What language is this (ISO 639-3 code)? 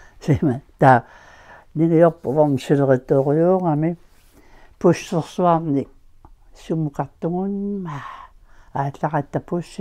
kal